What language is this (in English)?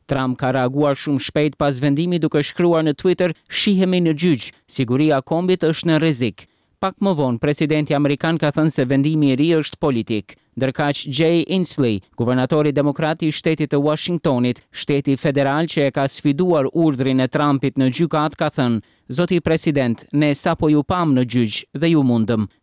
Albanian